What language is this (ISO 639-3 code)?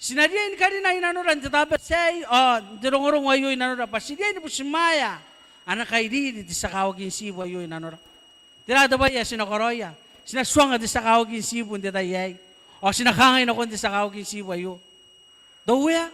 gil